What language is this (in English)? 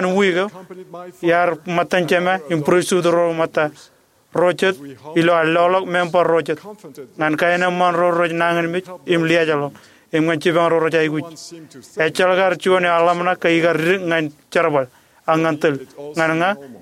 Marshallese